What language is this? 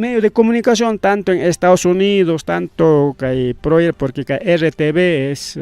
Ayacucho Quechua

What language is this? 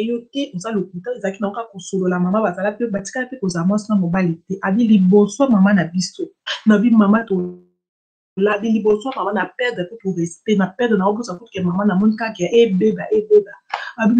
Lingala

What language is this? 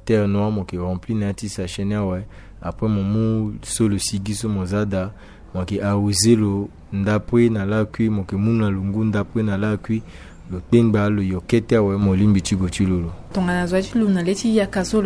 Sango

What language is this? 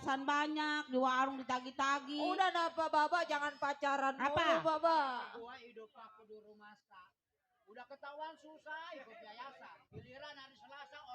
Betawi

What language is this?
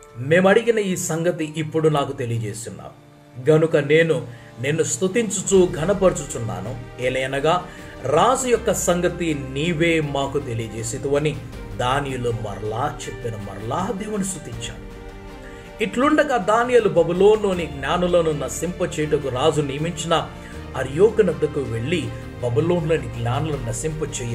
Telugu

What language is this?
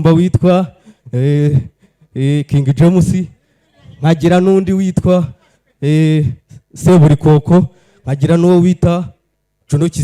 Kinyarwanda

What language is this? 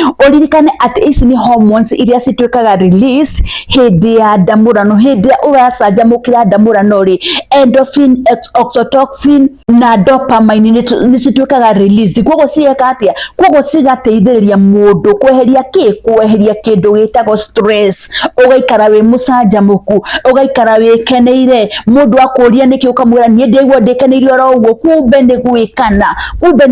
Kikuyu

